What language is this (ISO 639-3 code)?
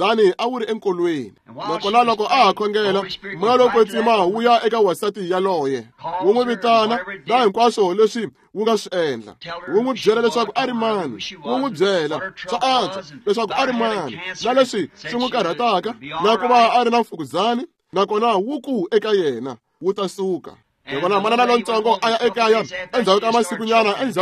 tso